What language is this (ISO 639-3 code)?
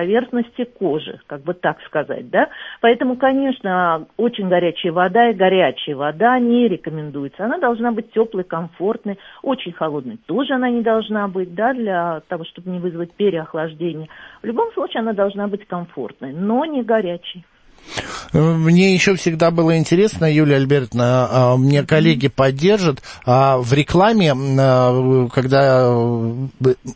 rus